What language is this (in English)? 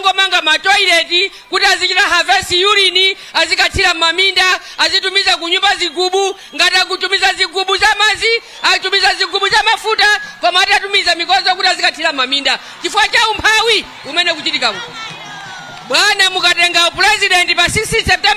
Nyanja